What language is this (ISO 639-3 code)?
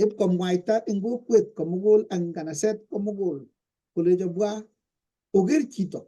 kln